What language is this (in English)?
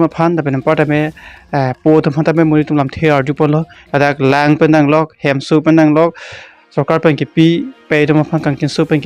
Karbi